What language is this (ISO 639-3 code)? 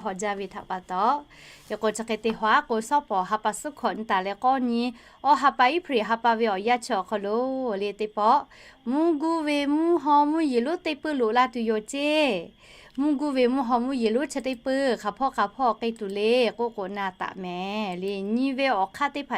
lhu